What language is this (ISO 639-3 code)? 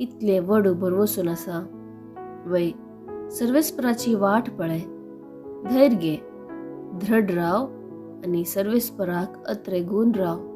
kok